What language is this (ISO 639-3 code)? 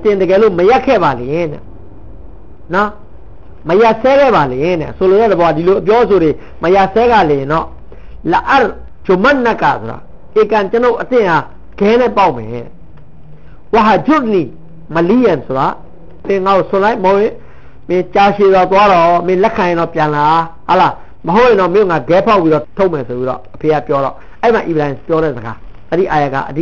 mya